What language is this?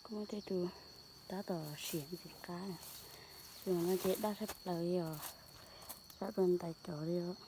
Hmong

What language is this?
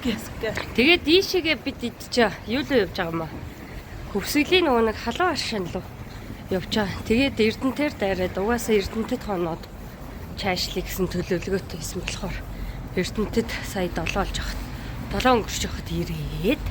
Mongolian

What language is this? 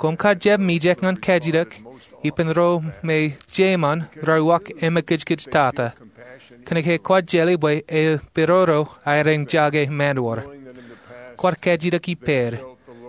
Marshallese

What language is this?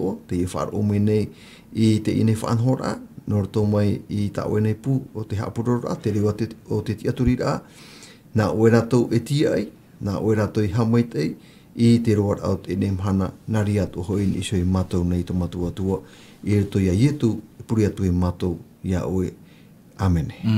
Tahitian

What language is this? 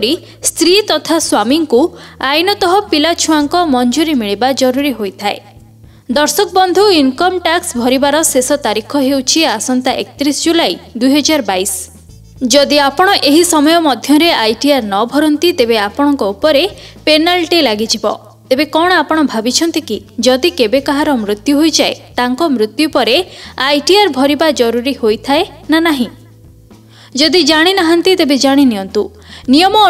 Odia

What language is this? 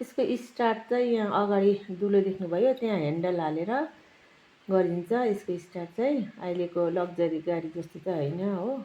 Nepali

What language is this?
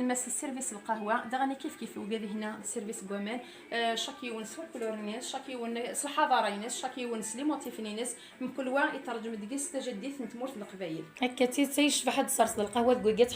Kabyle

